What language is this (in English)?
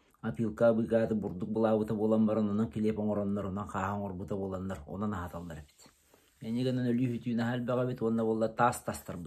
Yakut